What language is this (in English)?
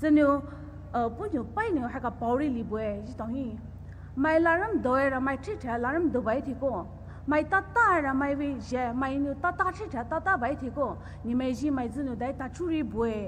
Poumei Naga